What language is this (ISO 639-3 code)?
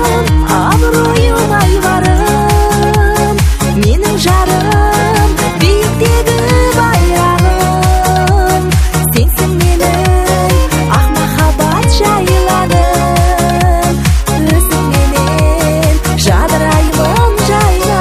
kaz